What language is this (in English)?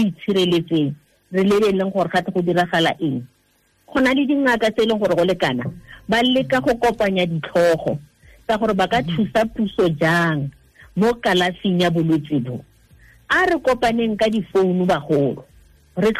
Tswana